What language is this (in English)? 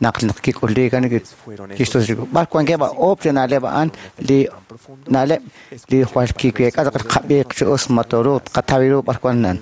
Kekchí